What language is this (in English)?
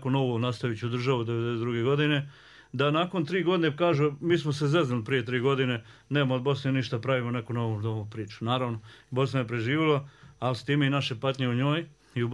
Bosnian